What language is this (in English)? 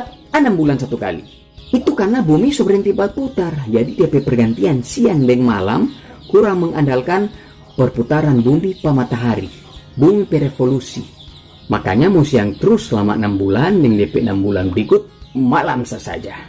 Manado Malay